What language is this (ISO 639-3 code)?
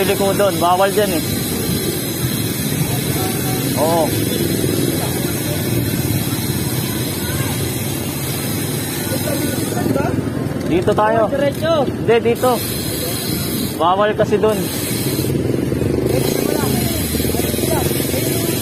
fil